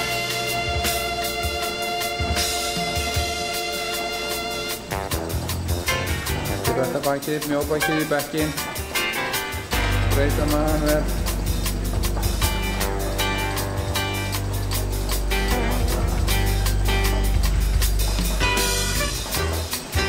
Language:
Icelandic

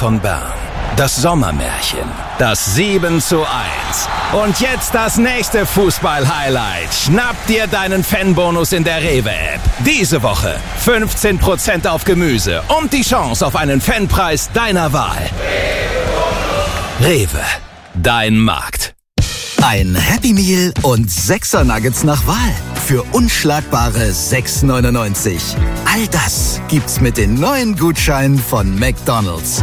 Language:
German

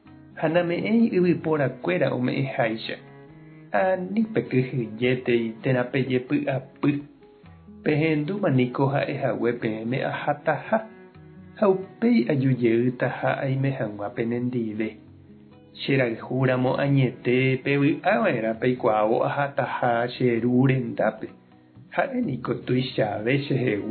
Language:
Guarani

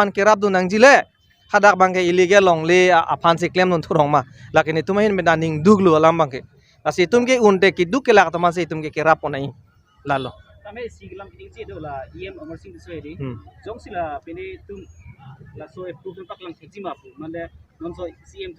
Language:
Karbi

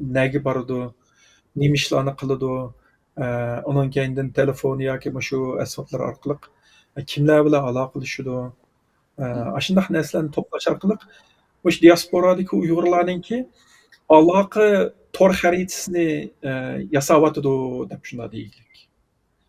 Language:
Uyghur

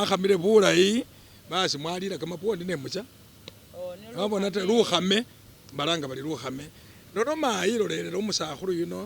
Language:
Masaaba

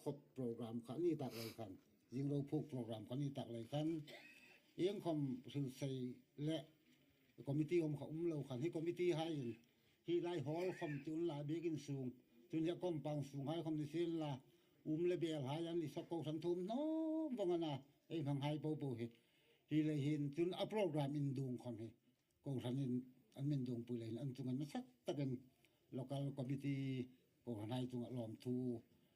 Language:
Hmar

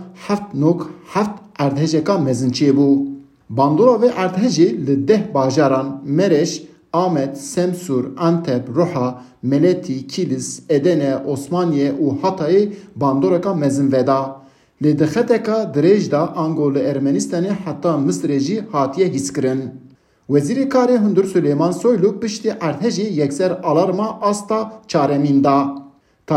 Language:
Kurdish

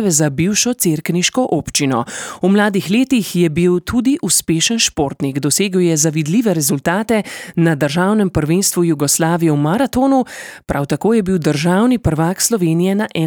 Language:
Slovenian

